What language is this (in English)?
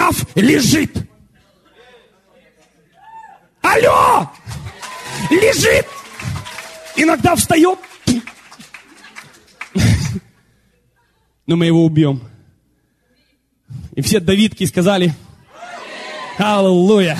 Russian